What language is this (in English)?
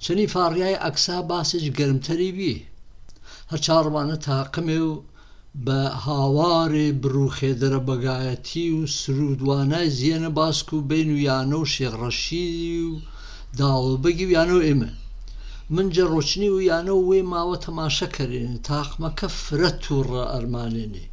Gurani